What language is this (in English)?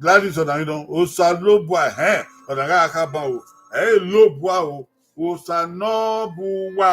Bini